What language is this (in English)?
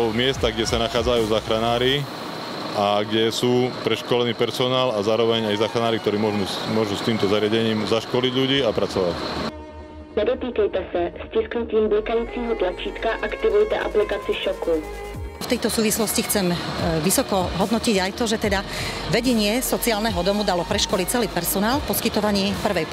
Slovak